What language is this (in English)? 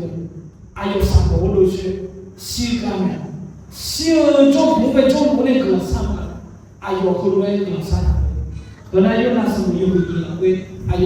Akha